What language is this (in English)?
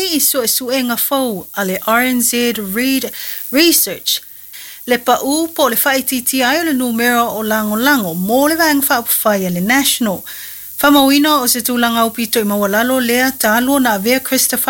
Samoan